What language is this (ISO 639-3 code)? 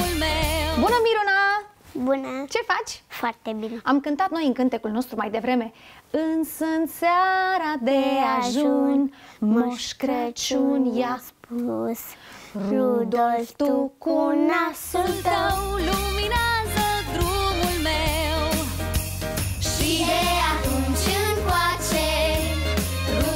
ron